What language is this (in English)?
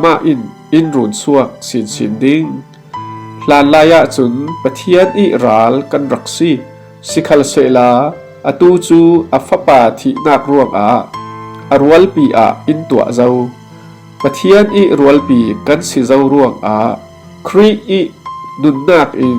Falam Chin